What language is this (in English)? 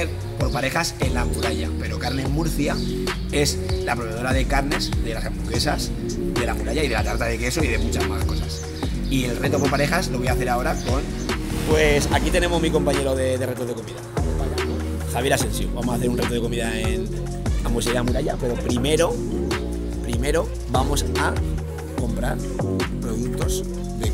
Spanish